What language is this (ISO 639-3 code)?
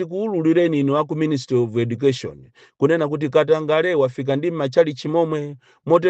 nya